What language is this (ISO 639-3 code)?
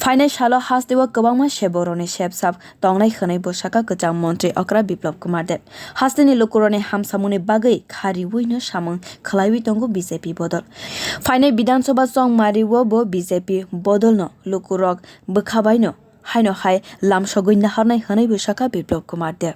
trp